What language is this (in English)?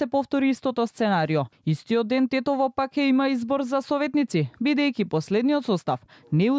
Macedonian